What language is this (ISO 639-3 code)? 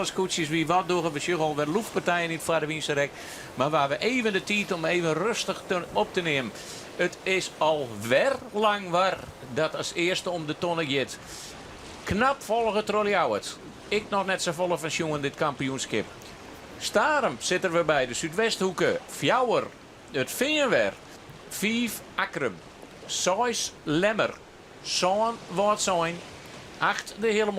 fry